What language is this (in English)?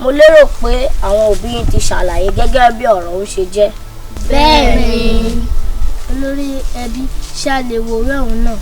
Yoruba